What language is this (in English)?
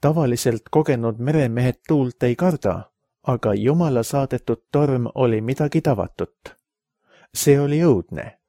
Estonian